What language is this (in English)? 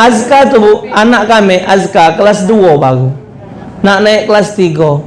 Musi